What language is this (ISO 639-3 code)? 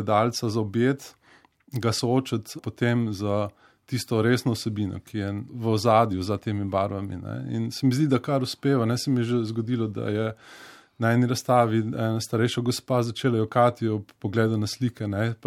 slv